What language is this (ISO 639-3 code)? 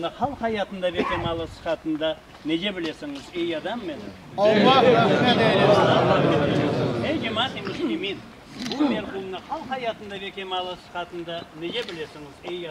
crh